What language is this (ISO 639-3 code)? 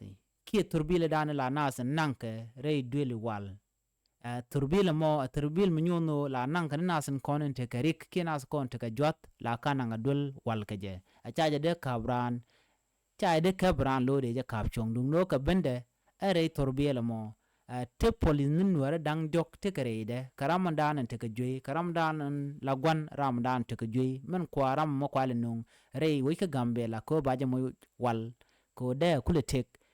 nus